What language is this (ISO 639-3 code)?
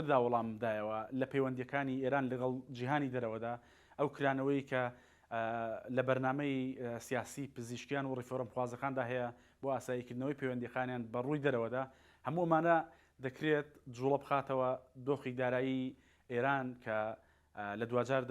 ckb